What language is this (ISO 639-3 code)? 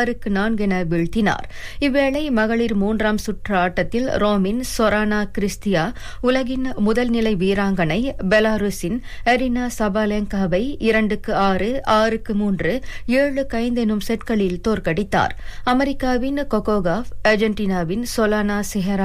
tam